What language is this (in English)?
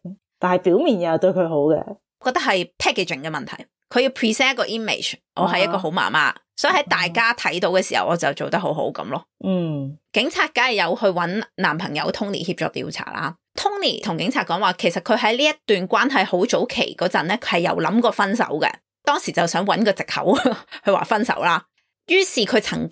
Cantonese